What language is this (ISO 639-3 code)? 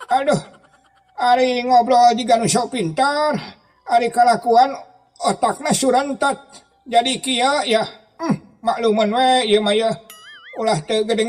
sun